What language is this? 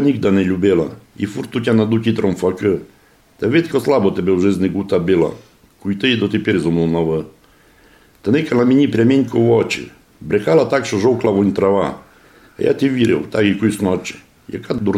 Rusyn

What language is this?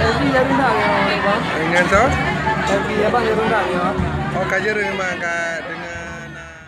Achinese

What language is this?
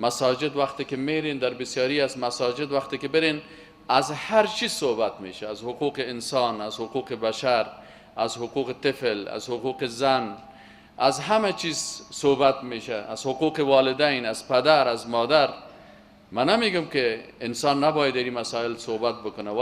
Persian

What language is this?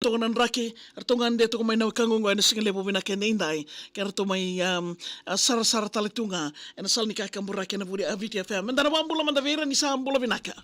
Fijian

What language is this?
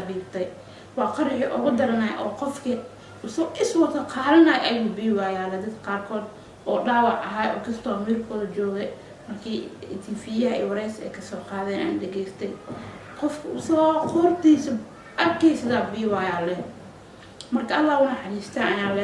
Somali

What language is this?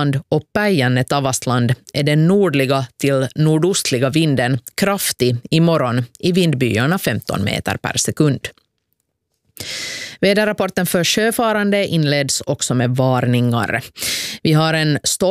Swedish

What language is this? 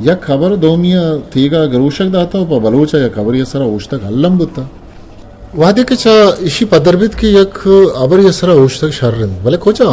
Eastern Balochi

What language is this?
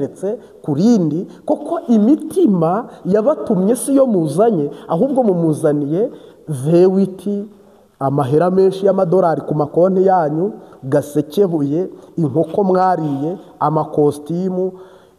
Kinyarwanda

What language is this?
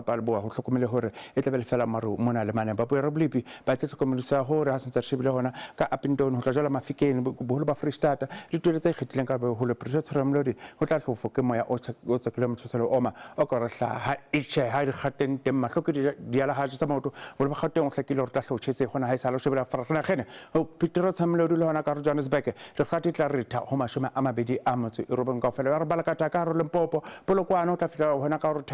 Southern Sotho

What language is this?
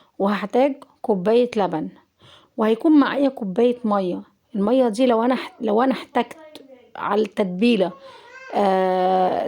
Egyptian Arabic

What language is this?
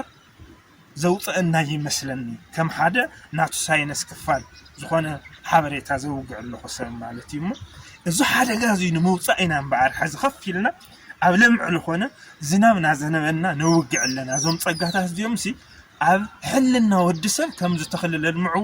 Tigrinya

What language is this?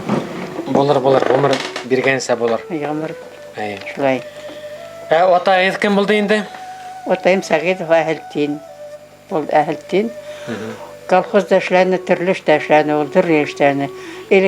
Bashkir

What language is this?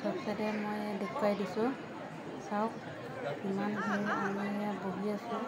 Assamese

